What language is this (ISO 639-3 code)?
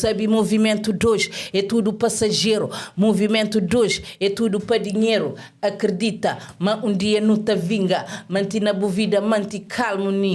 kea